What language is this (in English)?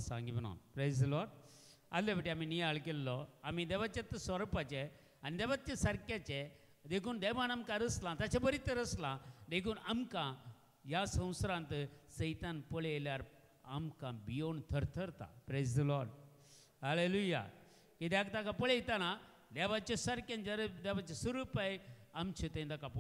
Konkani